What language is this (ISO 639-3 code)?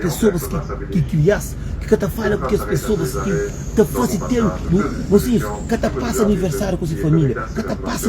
kea